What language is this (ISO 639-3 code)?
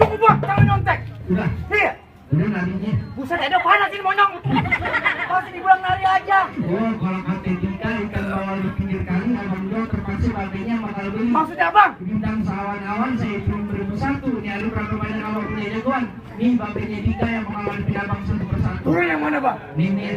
bew